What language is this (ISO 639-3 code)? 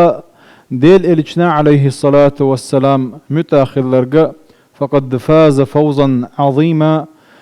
che